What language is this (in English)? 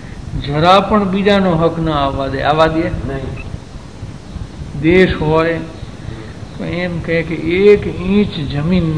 Gujarati